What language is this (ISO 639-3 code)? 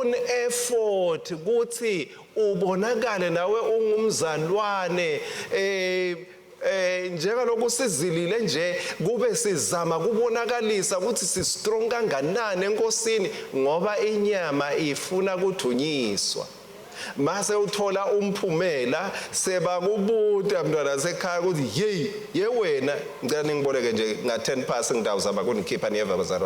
ssw